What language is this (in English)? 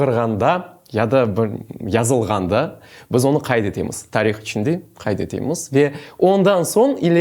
Crimean Tatar